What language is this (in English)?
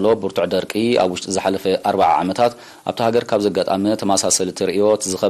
Tigrinya